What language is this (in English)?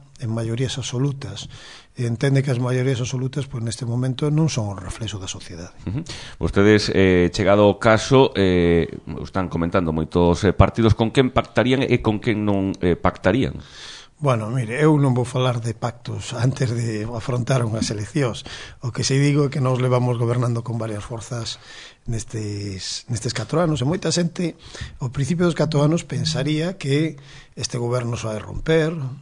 Galician